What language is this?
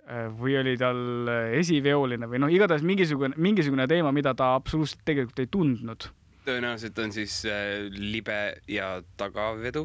Estonian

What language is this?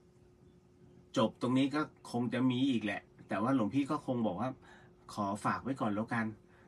Thai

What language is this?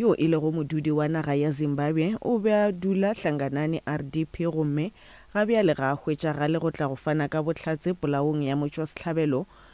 Northern Sotho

